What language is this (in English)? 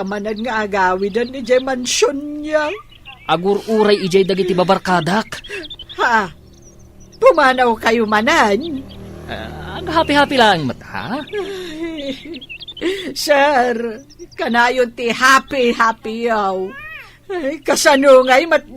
Iloko